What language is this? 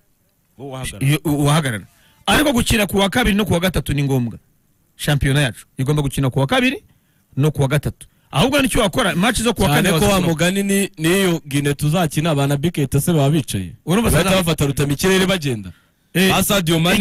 Kinyarwanda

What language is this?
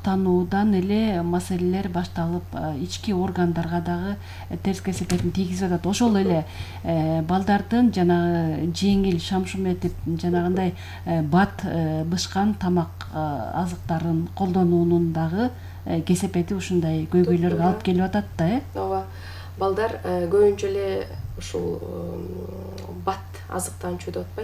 Kyrgyz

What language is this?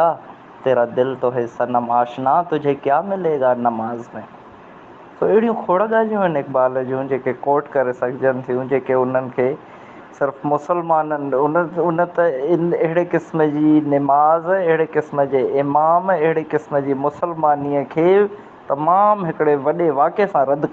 Sindhi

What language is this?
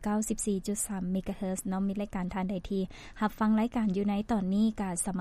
Lao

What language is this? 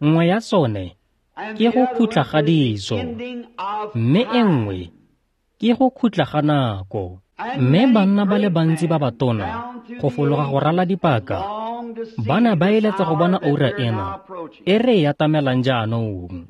Tswana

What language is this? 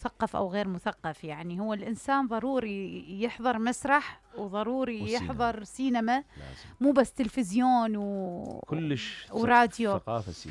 Mesopotamian Arabic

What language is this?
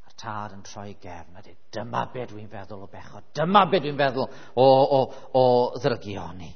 Welsh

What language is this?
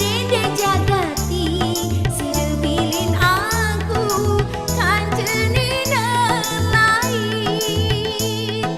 Sasak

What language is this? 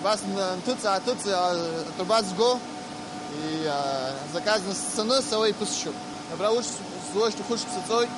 Abkhazian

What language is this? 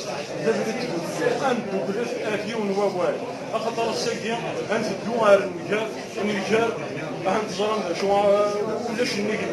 Kabyle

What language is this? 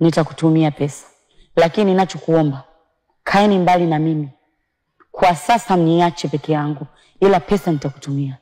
Swahili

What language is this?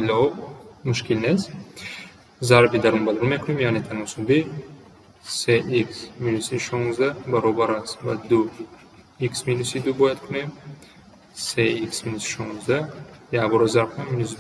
Tajik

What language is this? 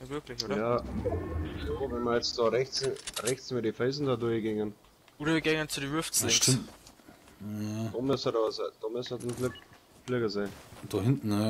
Bavarian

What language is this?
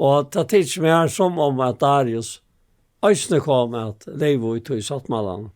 Faroese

